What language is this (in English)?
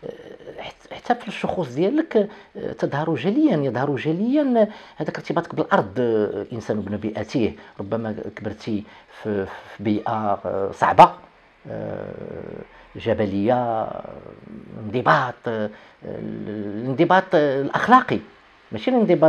Moroccan Arabic